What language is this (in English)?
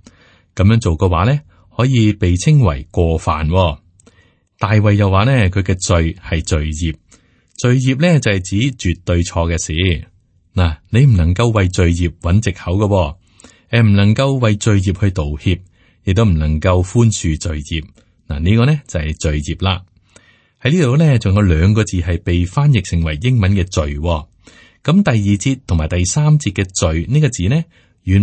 Cantonese